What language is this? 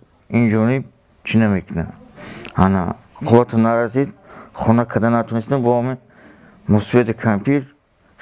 Tajik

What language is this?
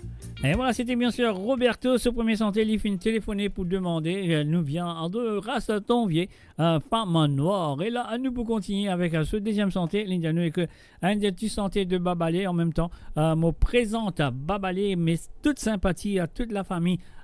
Morisyen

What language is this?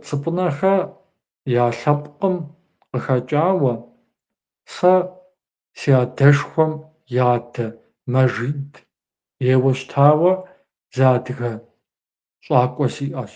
Kabardian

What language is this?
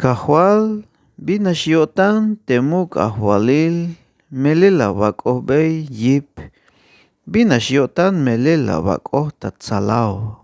Tzeltal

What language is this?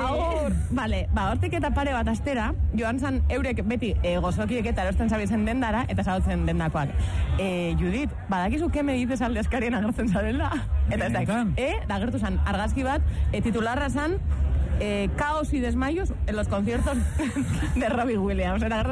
Basque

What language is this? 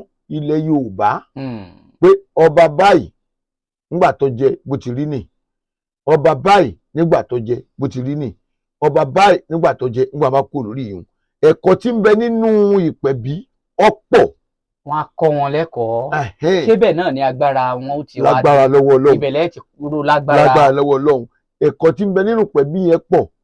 Yoruba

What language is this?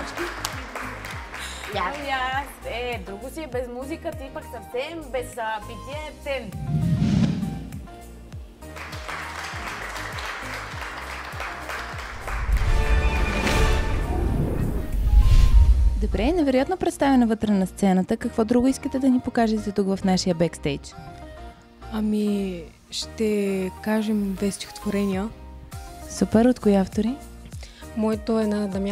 Bulgarian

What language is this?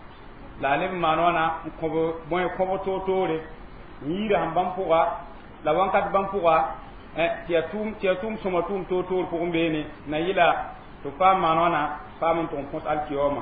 Mossi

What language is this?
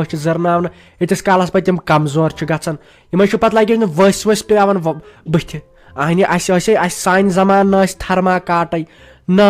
Kashmiri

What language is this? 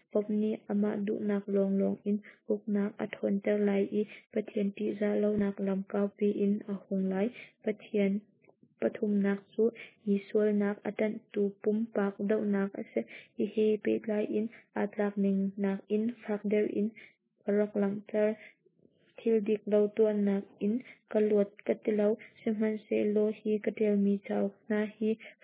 Hakha Chin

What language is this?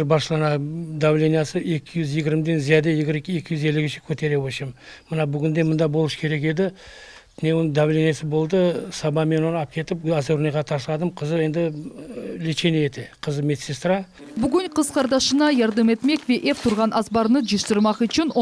Crimean Tatar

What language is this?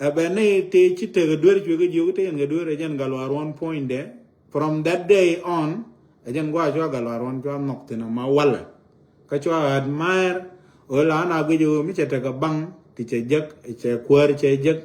Nuer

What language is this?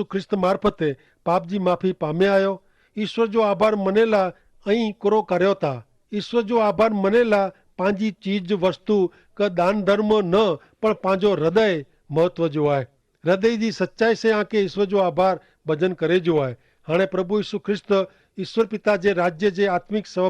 Kachhi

